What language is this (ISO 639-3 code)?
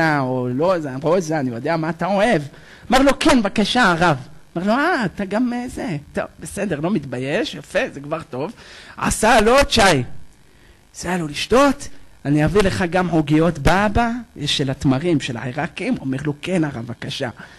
heb